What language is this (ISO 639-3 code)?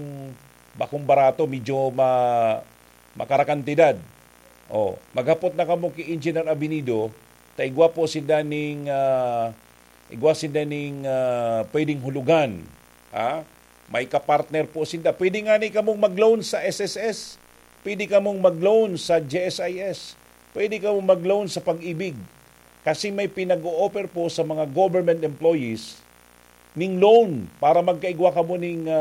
bik